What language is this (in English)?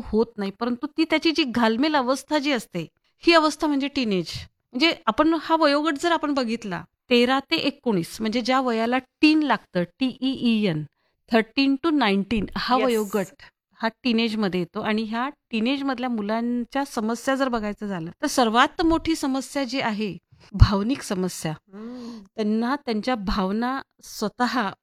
Marathi